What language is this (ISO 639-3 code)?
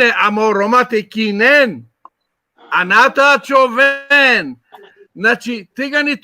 rmn